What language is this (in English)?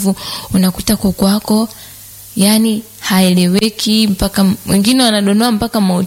Swahili